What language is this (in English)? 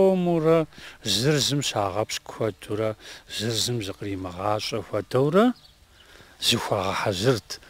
Kabardian